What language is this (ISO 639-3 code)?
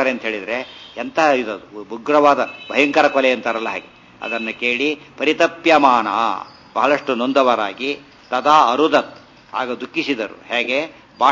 kan